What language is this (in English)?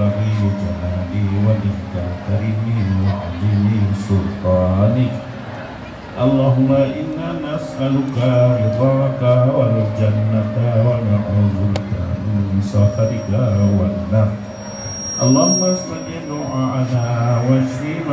Achinese